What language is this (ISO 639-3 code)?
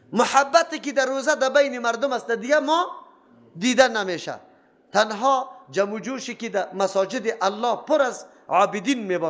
fas